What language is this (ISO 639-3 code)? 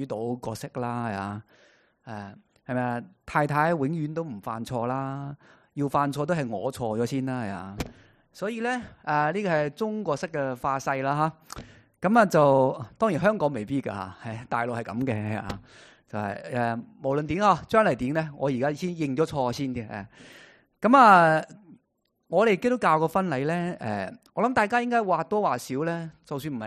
yue